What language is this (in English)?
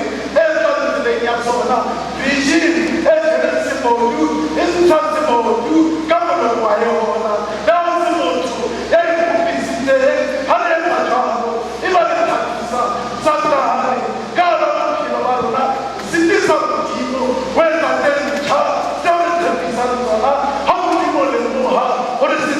Southern Sotho